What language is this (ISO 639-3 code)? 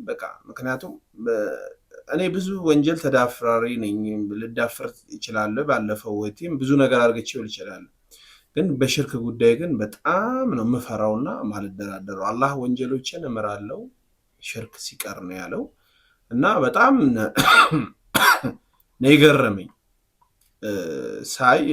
amh